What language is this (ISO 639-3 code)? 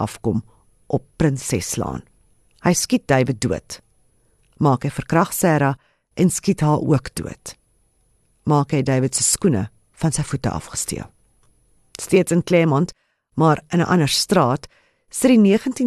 afr